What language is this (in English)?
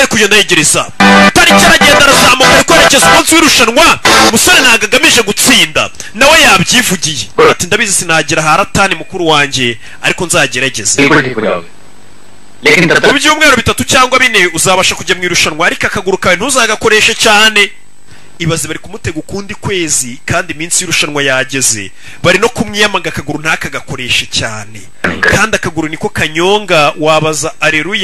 Kinyarwanda